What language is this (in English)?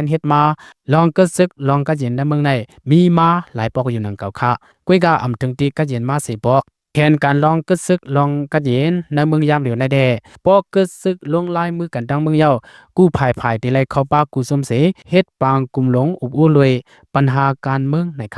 Shan